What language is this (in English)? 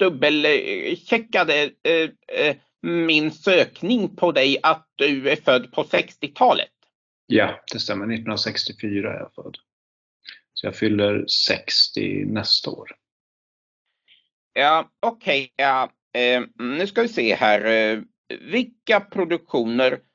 Swedish